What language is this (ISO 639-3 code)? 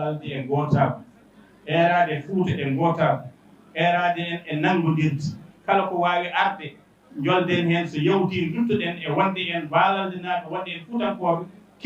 ful